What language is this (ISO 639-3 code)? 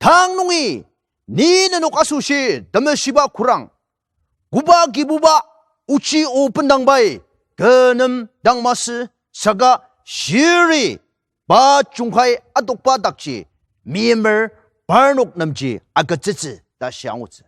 njo